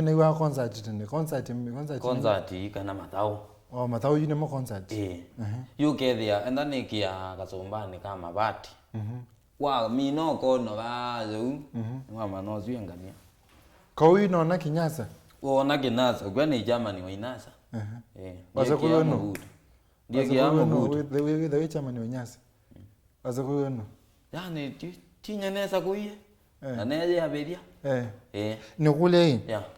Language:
Kamba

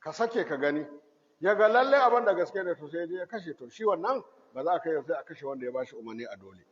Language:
Hausa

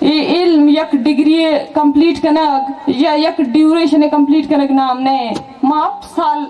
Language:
Baluchi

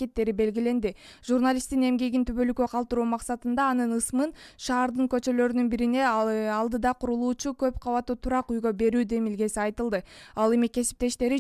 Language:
Kyrgyz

